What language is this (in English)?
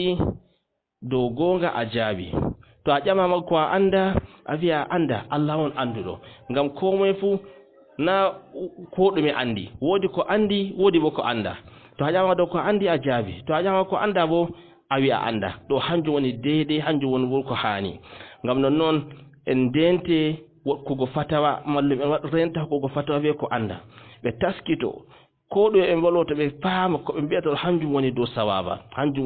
Fula